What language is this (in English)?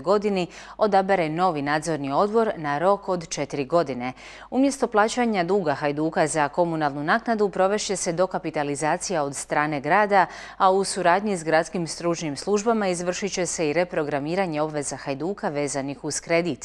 Croatian